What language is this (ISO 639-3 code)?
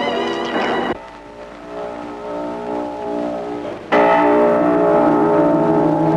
ben